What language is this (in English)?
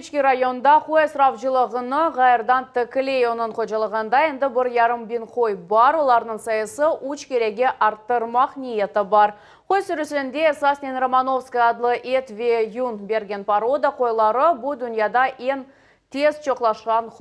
Crimean Tatar